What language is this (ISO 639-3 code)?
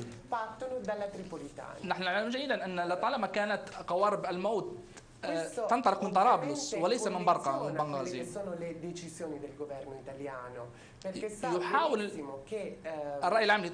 ara